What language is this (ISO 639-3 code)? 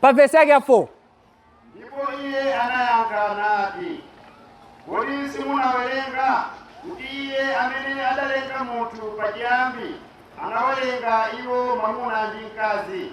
nya